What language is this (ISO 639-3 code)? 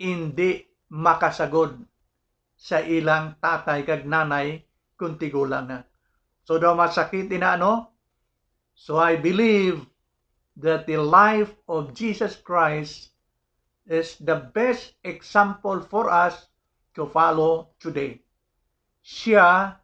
hil